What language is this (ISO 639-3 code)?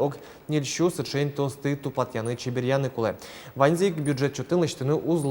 udm